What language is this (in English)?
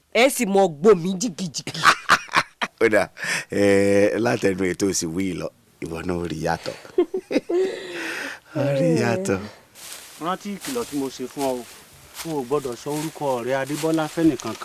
Yoruba